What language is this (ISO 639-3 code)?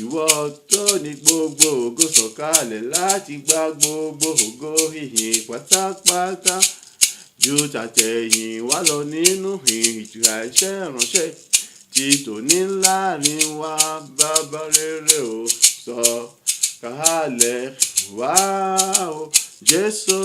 yor